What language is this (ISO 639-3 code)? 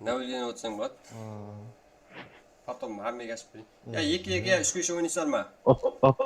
kaa